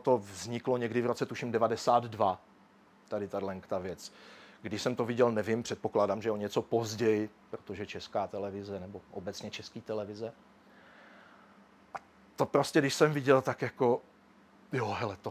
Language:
Czech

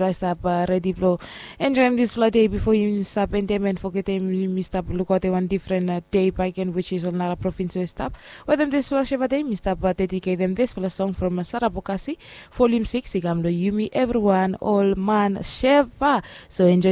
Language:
Bislama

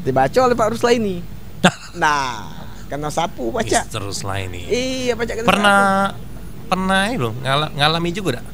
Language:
Musi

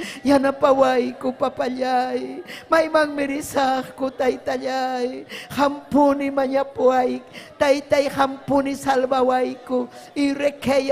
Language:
Ayacucho Quechua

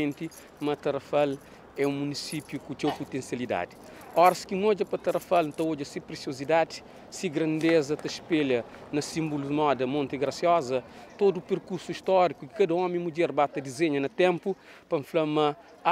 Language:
Kabuverdianu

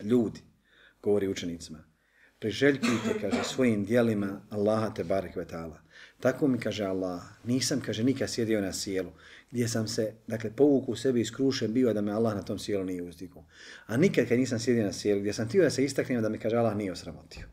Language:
Bosnian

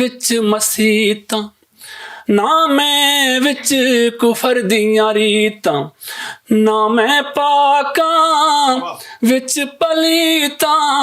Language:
Western Panjabi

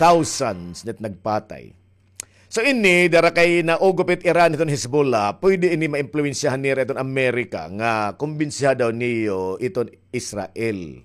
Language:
Waray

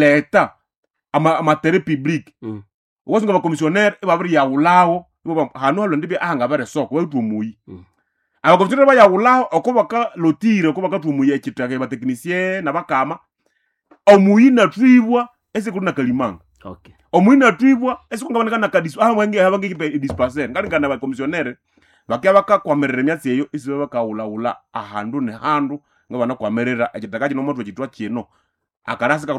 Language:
Nande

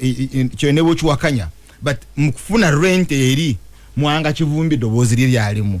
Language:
Ganda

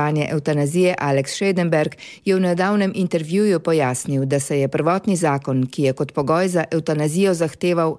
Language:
Slovenian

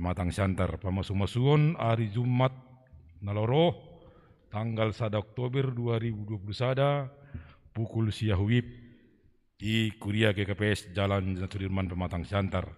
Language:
Batak Simalungun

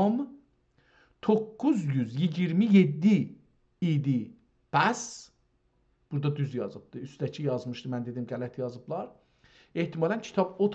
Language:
South Azerbaijani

